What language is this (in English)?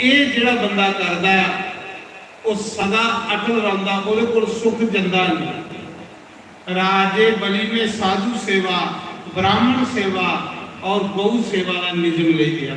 Dogri